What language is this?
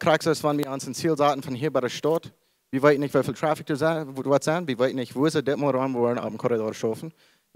Plautdietsch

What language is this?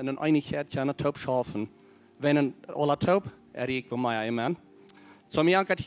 Plautdietsch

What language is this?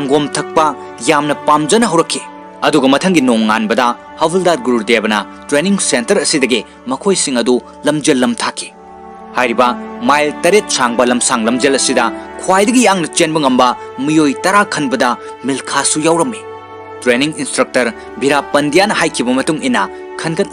Manipuri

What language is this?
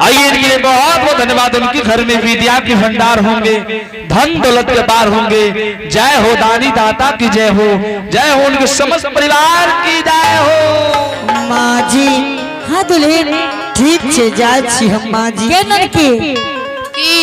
Angika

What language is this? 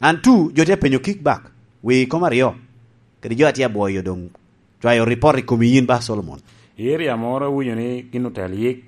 Lango (Uganda)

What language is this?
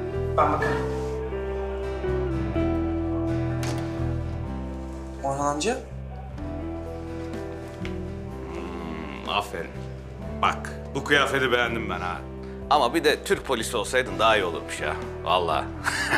Turkish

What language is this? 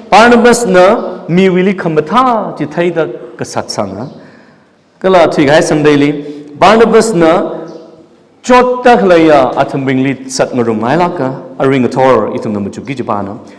Tangkhul Naga (India)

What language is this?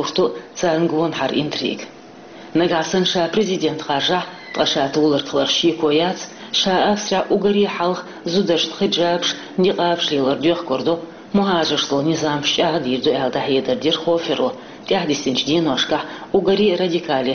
Chechen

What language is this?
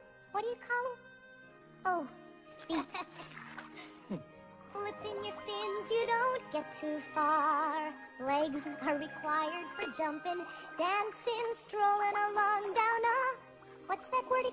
English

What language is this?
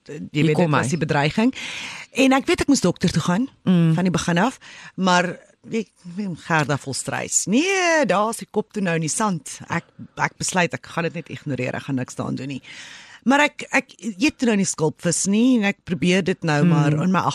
Afrikaans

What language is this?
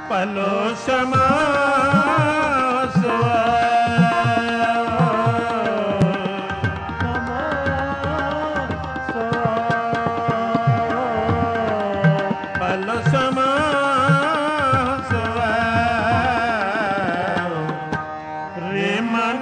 Punjabi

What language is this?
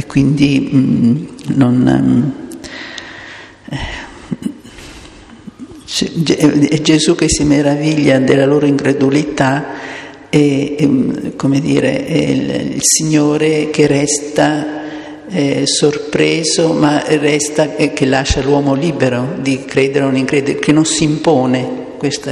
Italian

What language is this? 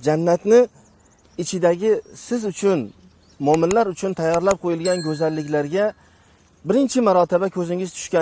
Uzbek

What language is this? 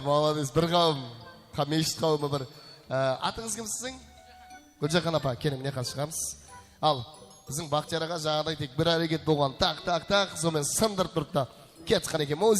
Kara-Kalpak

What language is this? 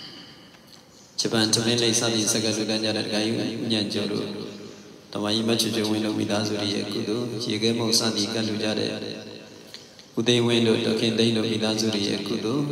Burmese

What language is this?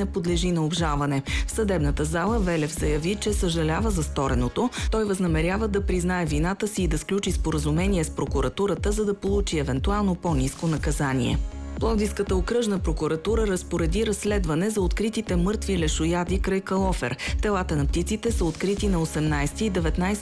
Bulgarian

